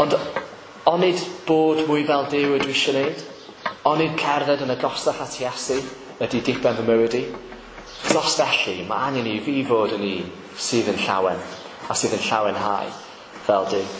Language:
Welsh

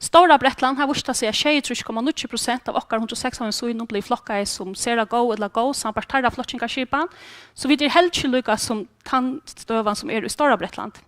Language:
Faroese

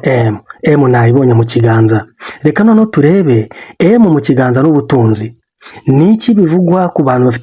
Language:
Kinyarwanda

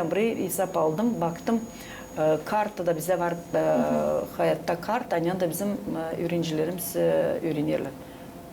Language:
Gagauz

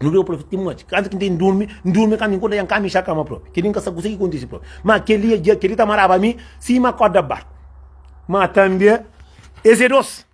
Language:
Kabuverdianu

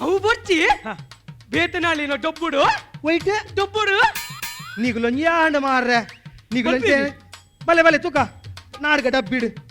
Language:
Tulu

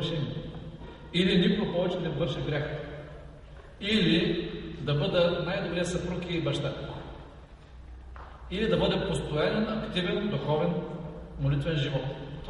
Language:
Bulgarian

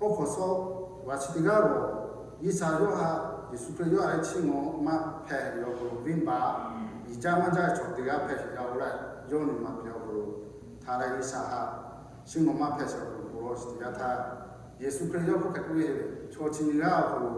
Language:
Lahu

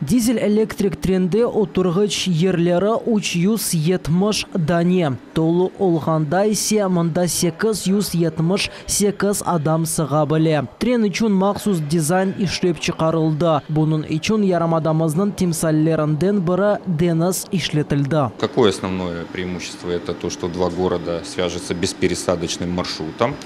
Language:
Crimean Tatar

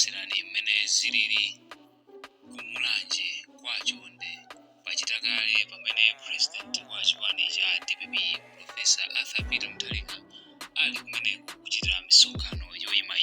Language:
Nyanja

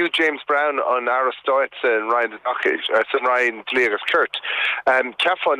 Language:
Irish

